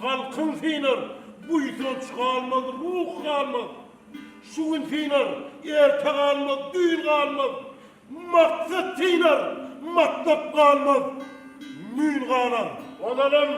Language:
Turkmen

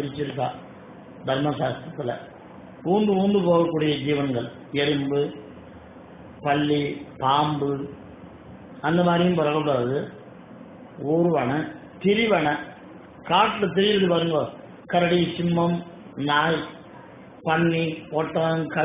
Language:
Tamil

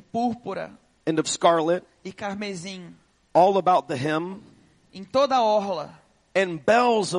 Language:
Portuguese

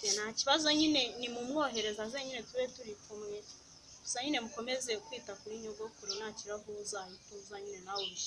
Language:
Kinyarwanda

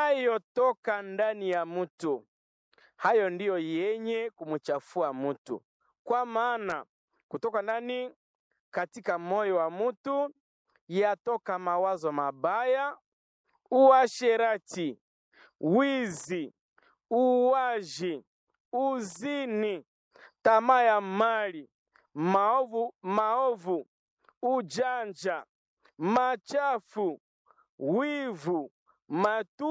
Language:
Swahili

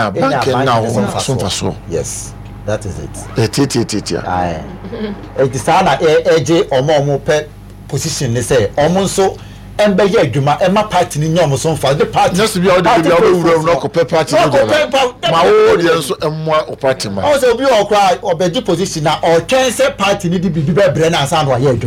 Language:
Akan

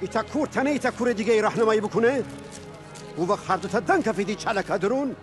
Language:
Gilaki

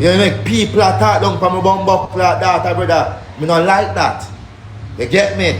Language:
Jamaican Creole English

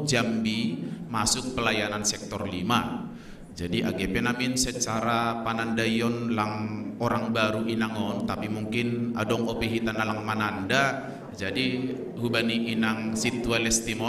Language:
Batak Simalungun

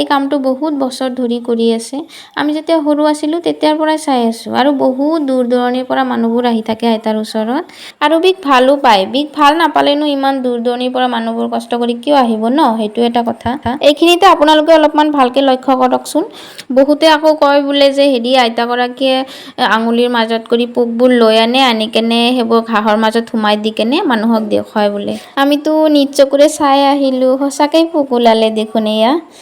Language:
Assamese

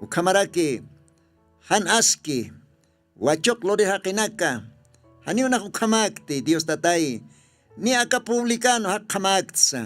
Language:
Aymara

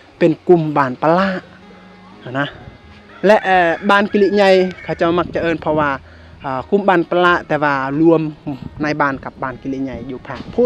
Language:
Lao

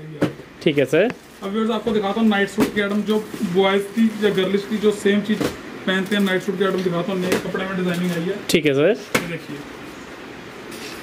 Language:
Hindi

